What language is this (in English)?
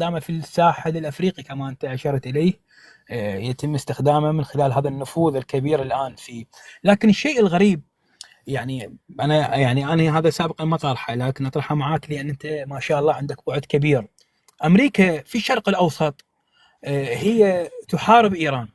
North Levantine Arabic